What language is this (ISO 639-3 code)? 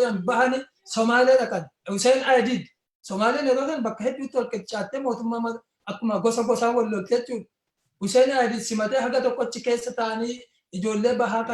orm